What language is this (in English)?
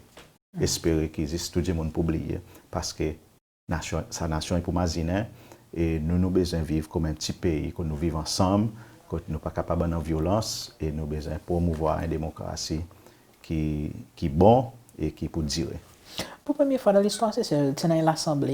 Seselwa Creole French